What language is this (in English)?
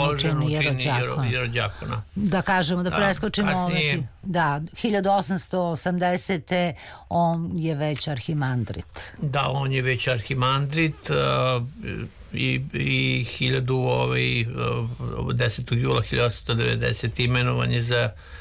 Serbian